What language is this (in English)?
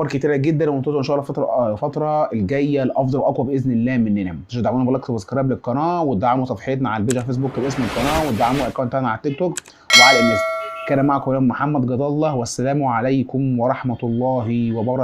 Egyptian Arabic